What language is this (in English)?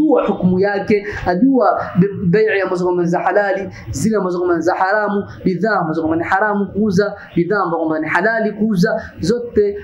Swahili